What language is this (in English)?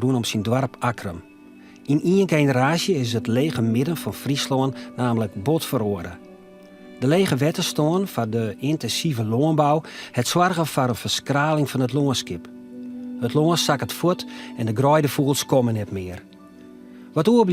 Western Frisian